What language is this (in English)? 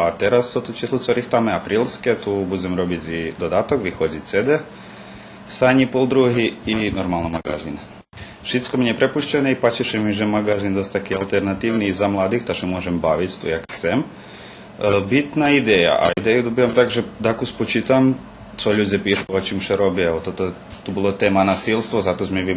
Rusyn